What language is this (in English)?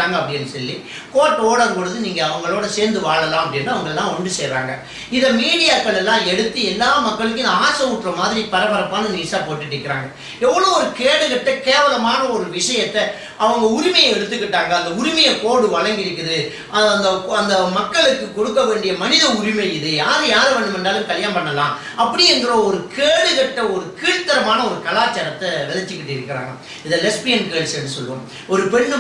Tamil